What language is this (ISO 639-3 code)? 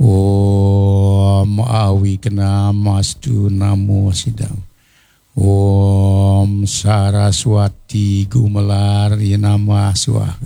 ban